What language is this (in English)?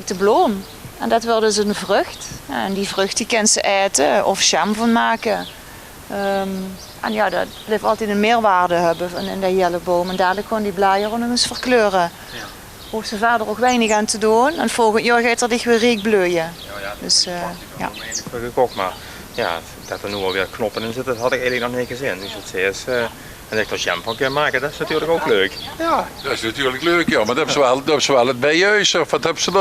Limburgish